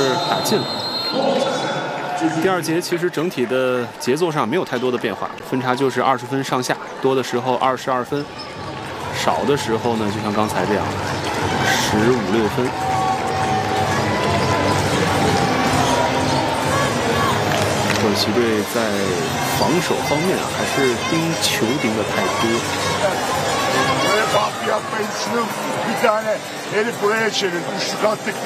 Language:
Chinese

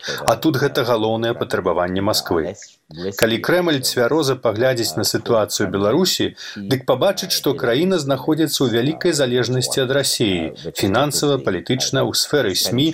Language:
Belarusian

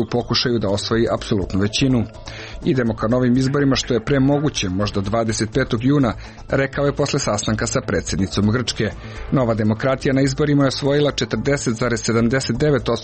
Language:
Serbian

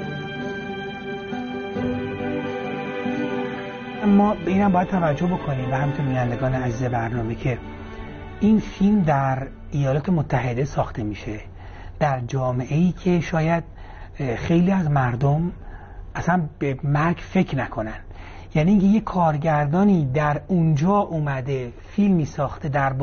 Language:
Persian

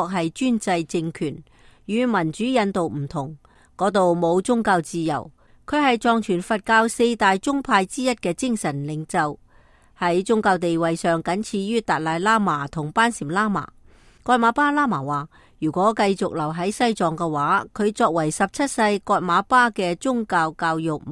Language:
Cantonese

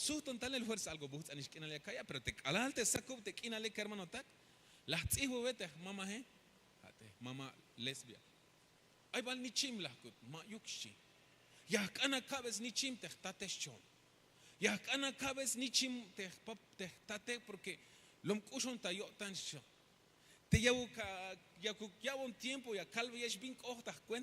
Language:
Tzeltal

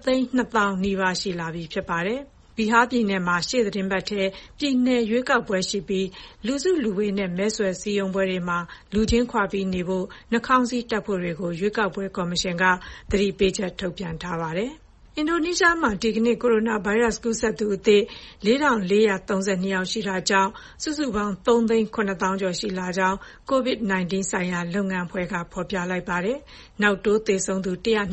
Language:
Burmese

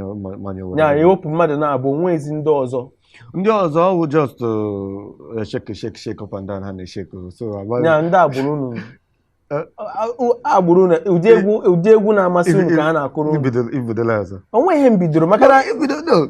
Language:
Igbo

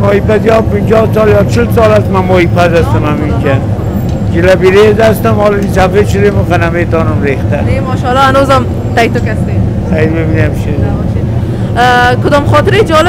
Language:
Persian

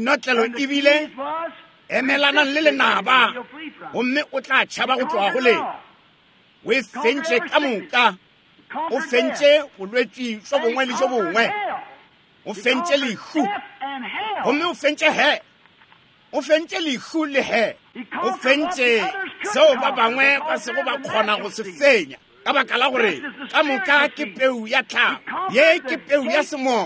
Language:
Northern Sotho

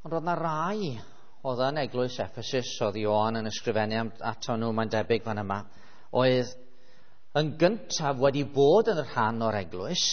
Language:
Welsh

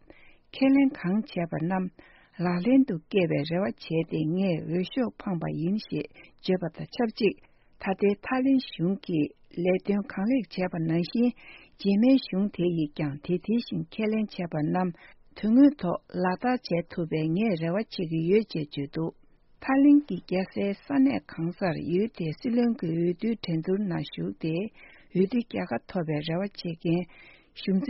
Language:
Tibetan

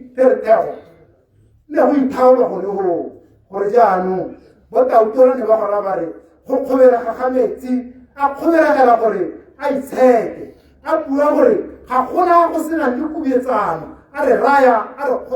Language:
Tswana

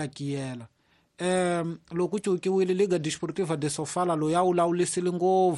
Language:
Tsonga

